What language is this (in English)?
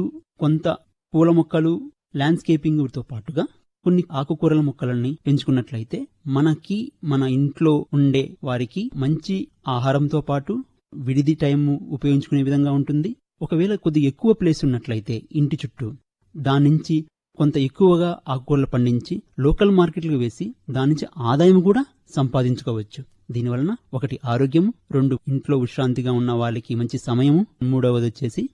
Telugu